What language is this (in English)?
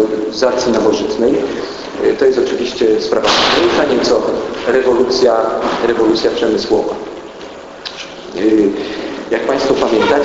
Polish